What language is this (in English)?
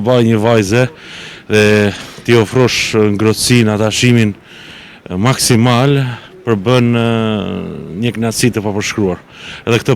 Albanian